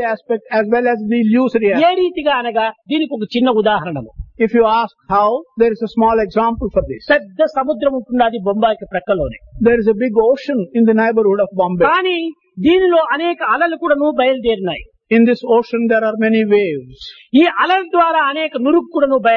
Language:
Telugu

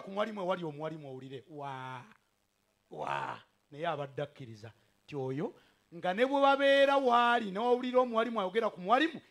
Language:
Ganda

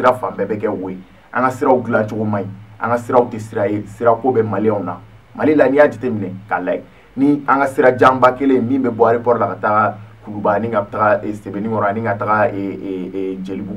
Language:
Bambara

